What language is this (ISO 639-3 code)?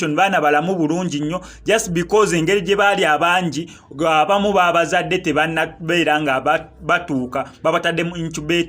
lug